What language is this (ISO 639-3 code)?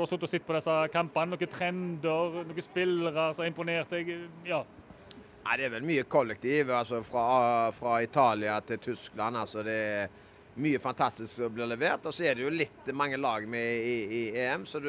nor